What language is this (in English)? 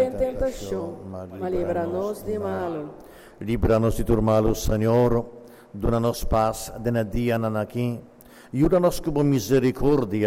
Papiamento